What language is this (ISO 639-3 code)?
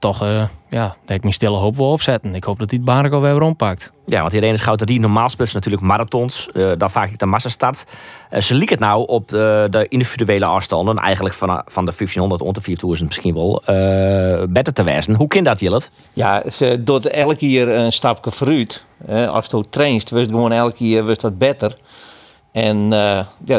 fry